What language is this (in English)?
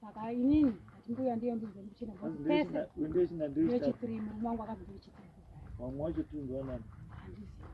Shona